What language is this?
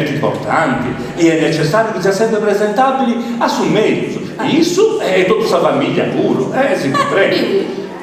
Sardinian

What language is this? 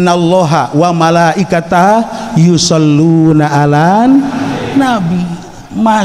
Sundanese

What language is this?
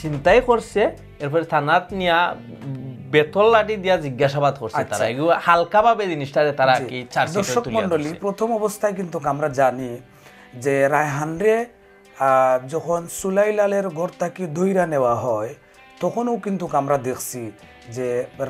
Sylheti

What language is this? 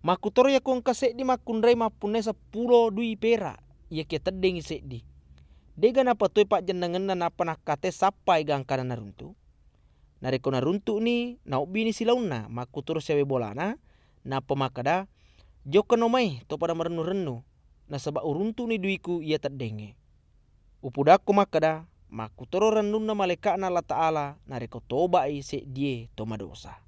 Buginese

